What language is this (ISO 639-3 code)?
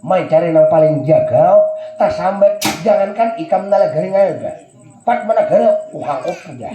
bjn